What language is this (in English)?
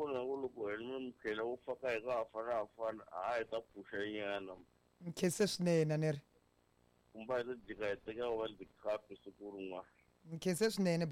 Tsonga